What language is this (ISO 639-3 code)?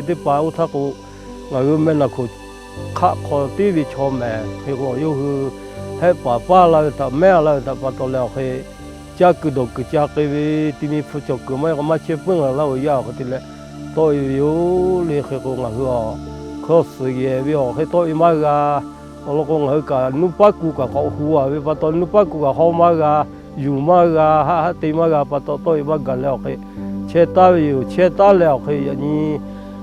lhu